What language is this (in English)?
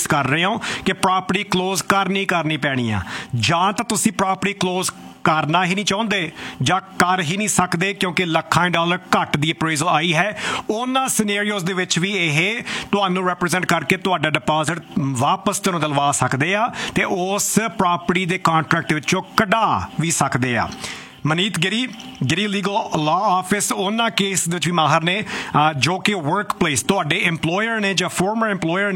Punjabi